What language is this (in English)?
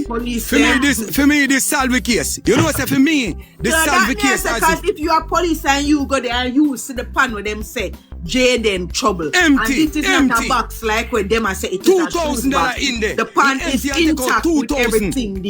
Jamaican Creole English